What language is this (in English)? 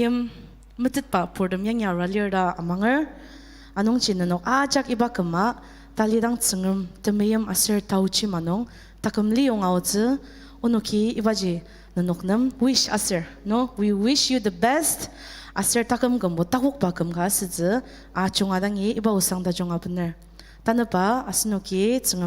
Ao Naga